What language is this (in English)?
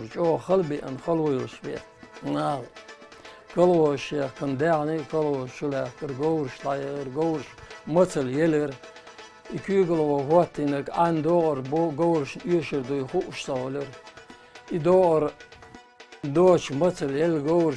Chechen